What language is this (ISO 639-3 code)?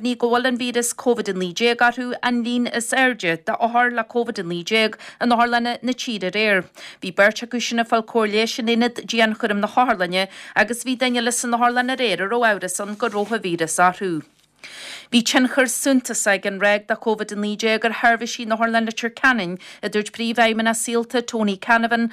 gle